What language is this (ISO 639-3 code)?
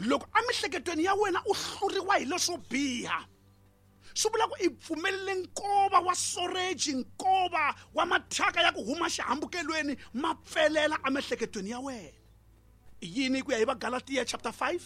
tso